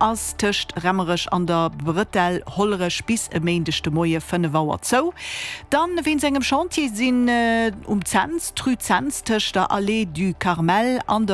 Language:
Luxembourgish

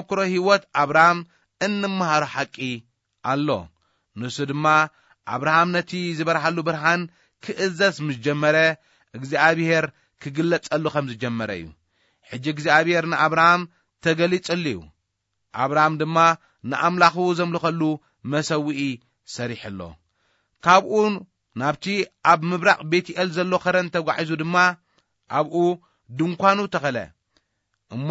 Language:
Tigrinya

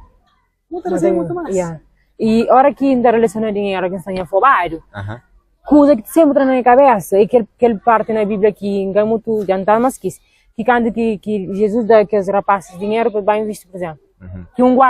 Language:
Kabuverdianu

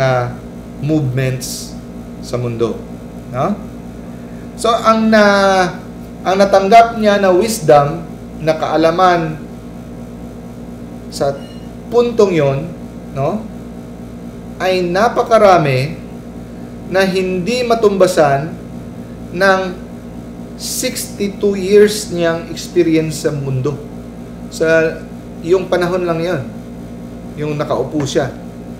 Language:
Filipino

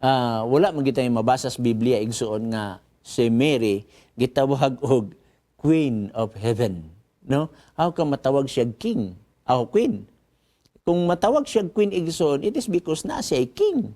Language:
Cebuano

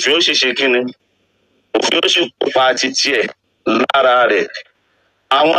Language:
Yoruba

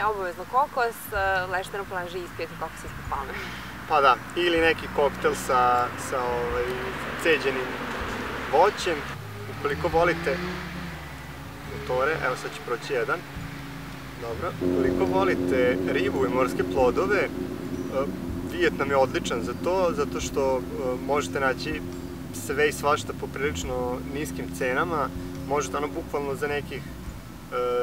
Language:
Serbian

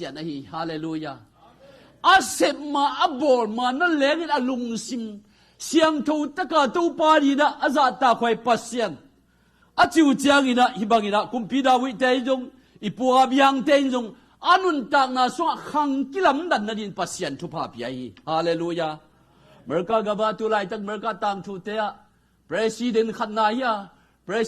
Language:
Tedim Chin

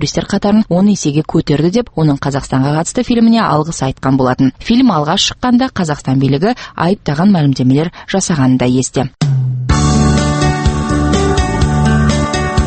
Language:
Kazakh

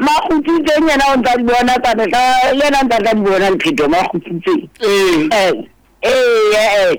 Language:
Southern Sotho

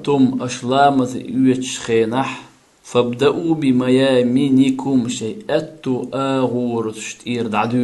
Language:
Chechen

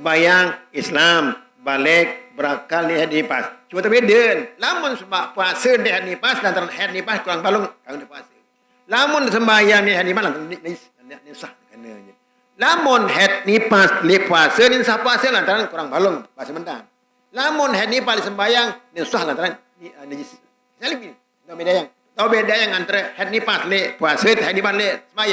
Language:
Sasak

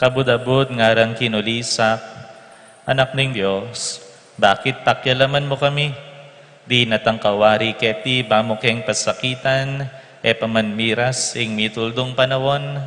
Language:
Pampanga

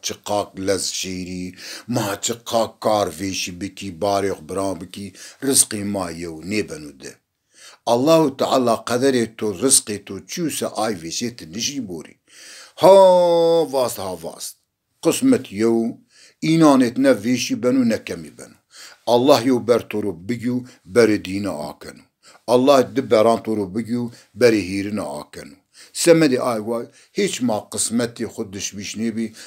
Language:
Zaza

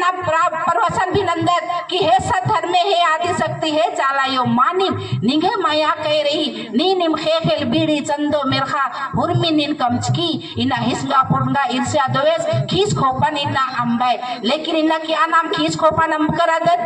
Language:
Kurukh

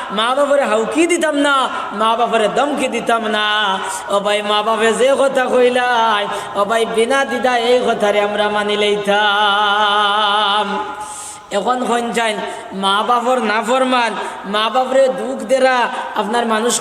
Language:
Sylheti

